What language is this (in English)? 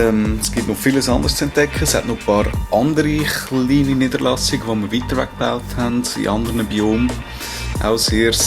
Swiss German